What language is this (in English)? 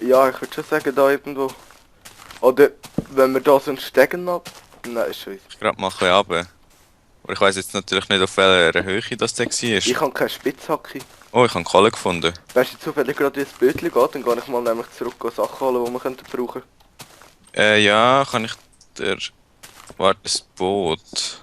Swiss German